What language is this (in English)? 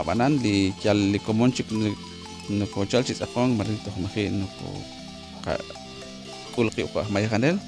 Kekchí